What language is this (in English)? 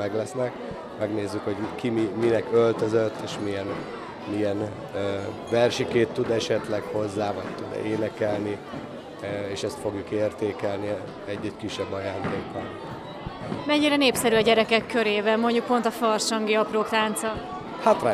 Hungarian